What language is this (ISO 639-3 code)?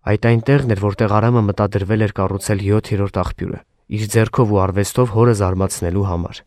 hye